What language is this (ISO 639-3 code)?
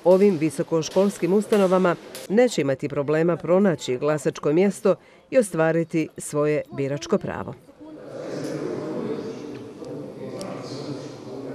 hrv